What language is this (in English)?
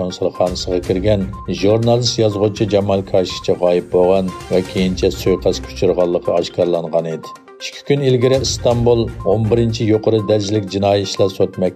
Uyghur